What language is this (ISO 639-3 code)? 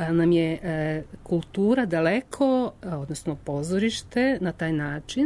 srp